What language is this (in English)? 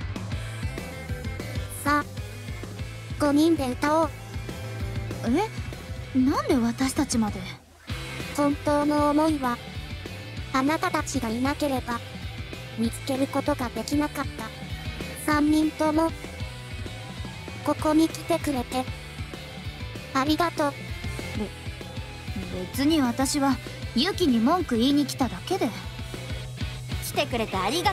Japanese